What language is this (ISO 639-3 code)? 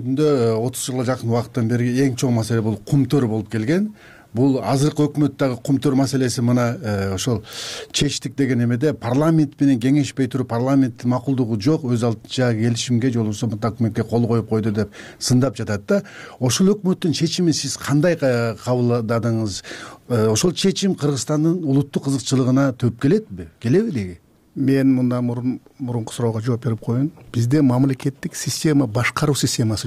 kir